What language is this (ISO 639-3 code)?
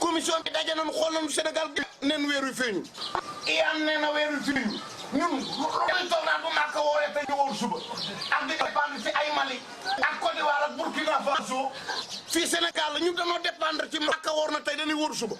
wol